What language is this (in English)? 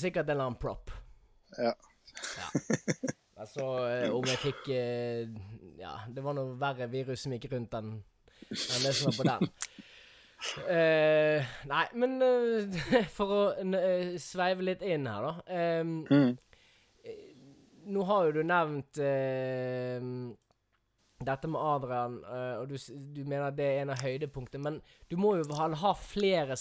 Norwegian